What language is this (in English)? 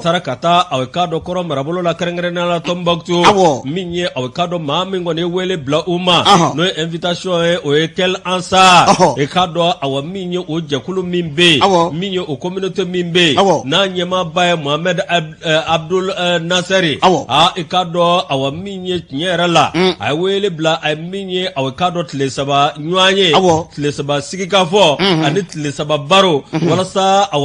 Bambara